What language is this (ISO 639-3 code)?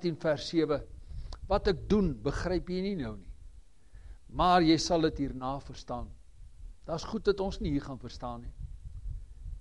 afr